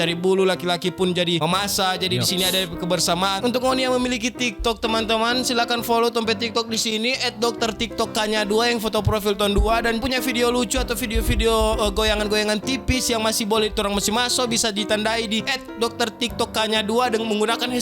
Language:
Manado Malay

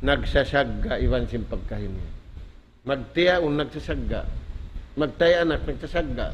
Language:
Tausug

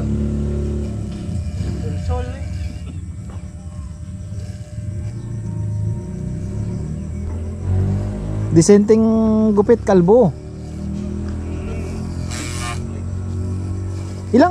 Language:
Filipino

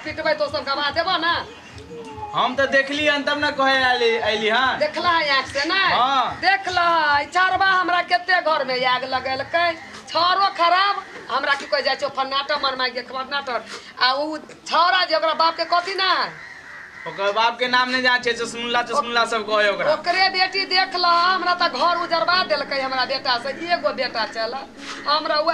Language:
Maithili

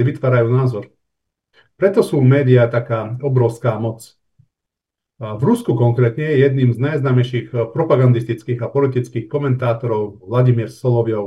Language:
Slovak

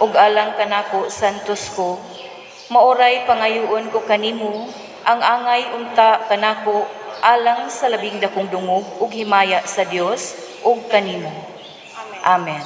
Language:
Cebuano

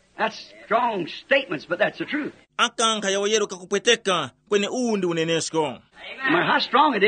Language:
Tumbuka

